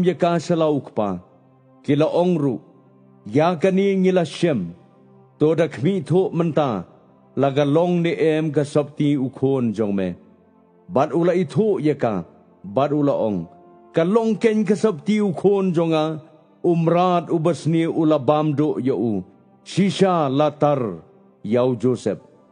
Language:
Khasi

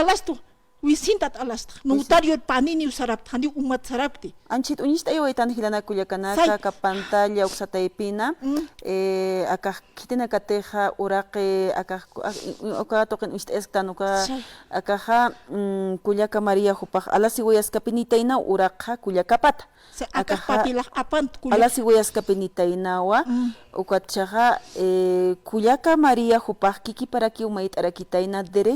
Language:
Aymara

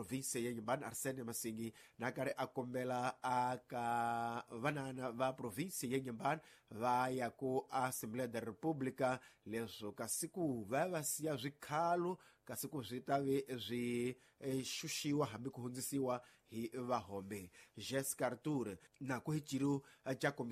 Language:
Tsonga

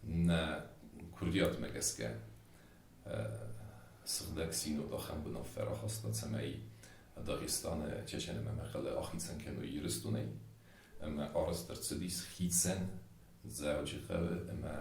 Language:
Ossetic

